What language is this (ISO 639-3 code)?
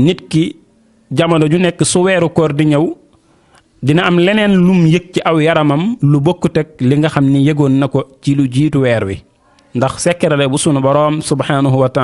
wol